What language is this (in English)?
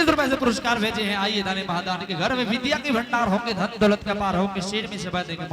Angika